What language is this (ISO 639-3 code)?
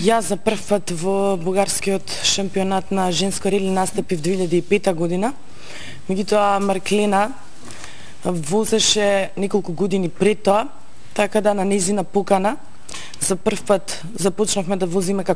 mkd